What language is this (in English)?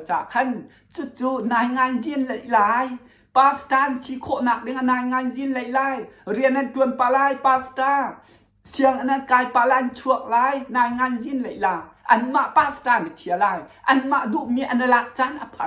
Hakha Chin